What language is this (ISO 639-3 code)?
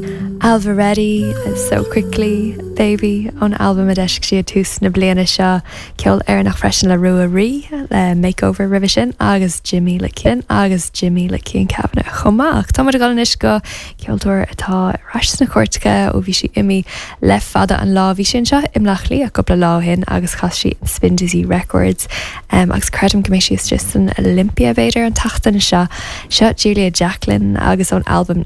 gle